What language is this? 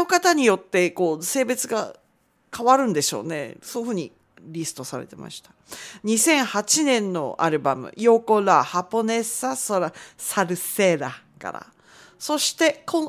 Japanese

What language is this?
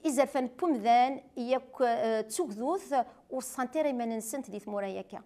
Kabyle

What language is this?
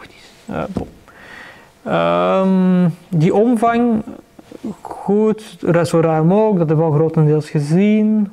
Dutch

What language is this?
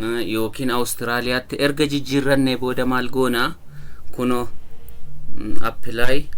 Oromo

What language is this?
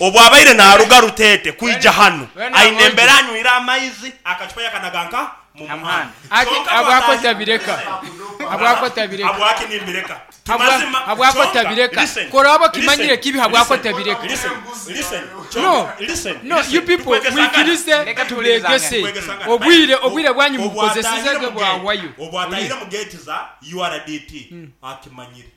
Nyoro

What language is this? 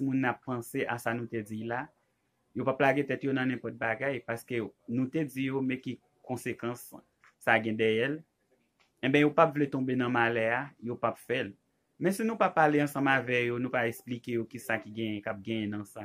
Haitian Creole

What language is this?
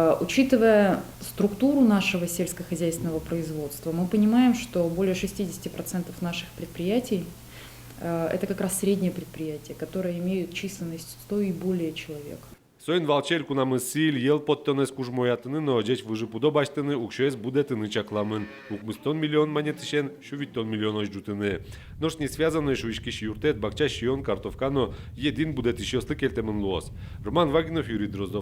Udmurt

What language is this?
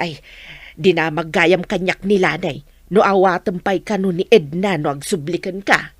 Iloko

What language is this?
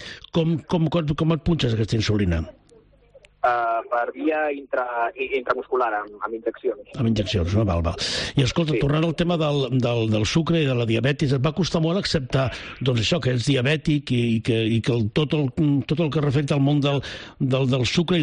Catalan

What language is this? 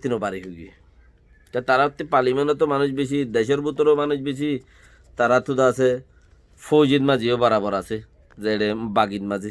Rohingya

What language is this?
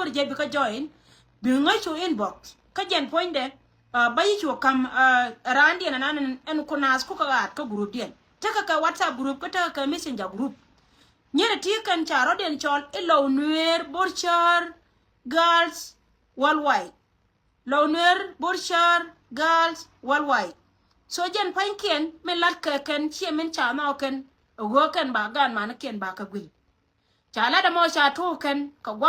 Nuer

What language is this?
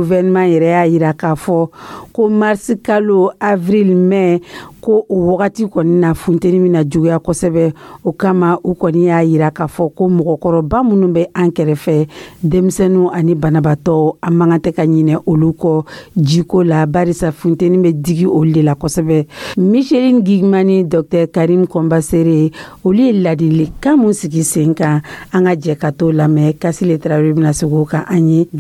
Dyula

